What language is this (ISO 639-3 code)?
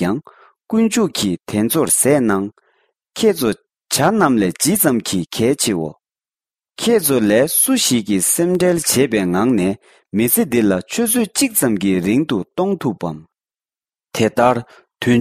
bod